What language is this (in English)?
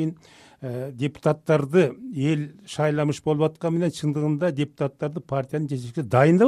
Kyrgyz